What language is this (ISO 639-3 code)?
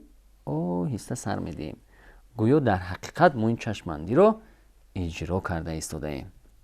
tgk